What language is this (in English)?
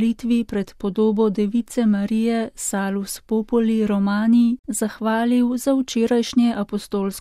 Slovenian